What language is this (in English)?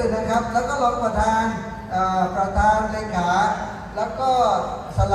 Lahu